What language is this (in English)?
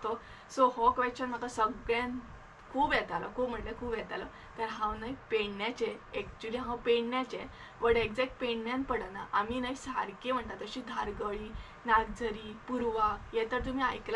Konkani